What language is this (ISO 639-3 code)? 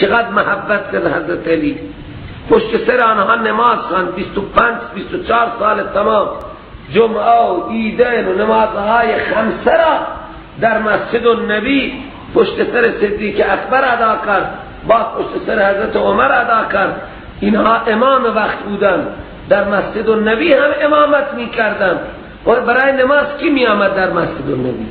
fas